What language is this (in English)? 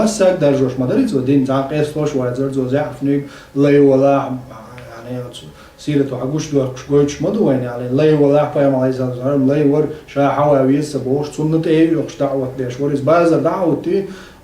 Chechen